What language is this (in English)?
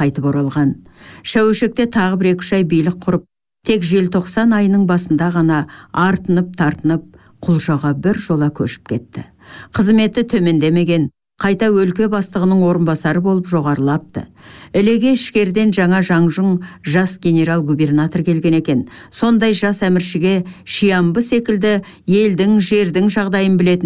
Kazakh